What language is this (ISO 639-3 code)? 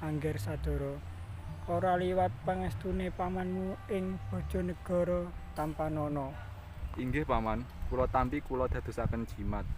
jav